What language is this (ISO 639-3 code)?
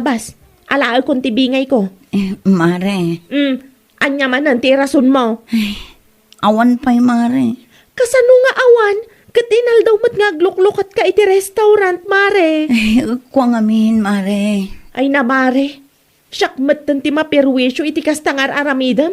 ilo